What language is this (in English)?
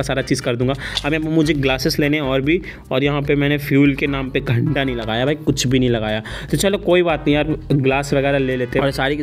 Hindi